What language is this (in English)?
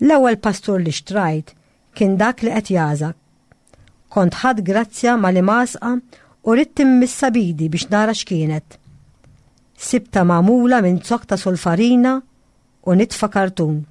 Maltese